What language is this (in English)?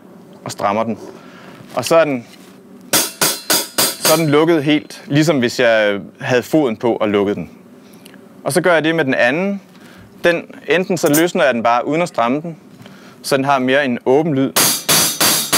Danish